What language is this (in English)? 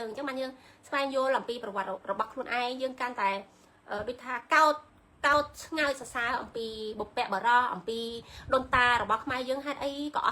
Khmer